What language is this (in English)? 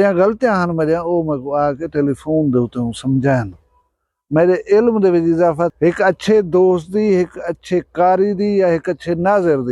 Saraiki